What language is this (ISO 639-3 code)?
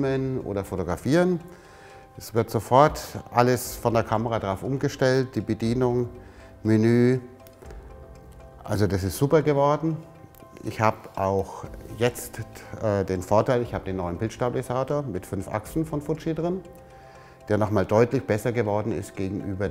deu